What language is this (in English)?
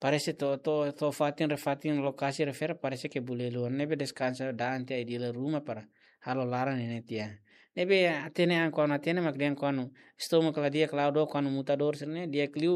Tetum